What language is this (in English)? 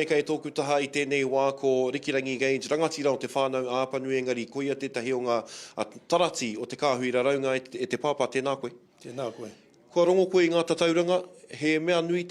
Māori